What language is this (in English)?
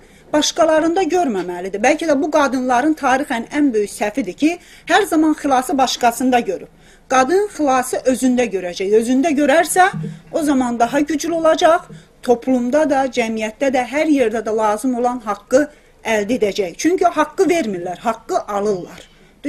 South Azerbaijani